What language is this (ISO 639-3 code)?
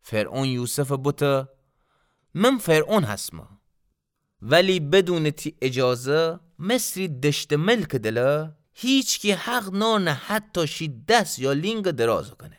glk